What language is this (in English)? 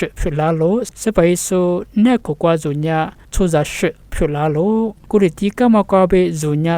Lisu